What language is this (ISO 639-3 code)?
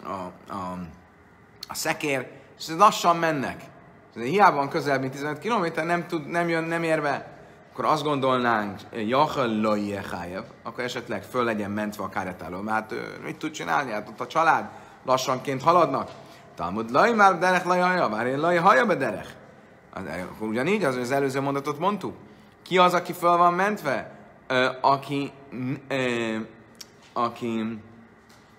hun